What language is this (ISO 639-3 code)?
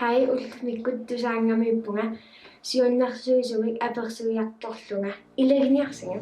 kal